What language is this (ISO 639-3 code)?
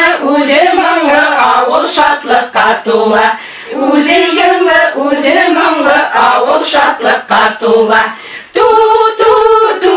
bak